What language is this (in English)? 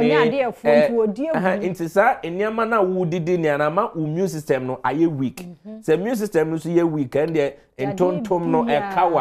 Akan